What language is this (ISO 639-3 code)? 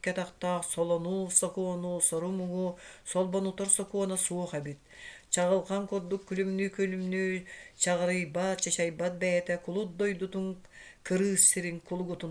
sah